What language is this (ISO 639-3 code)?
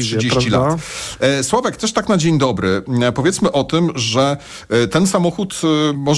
pol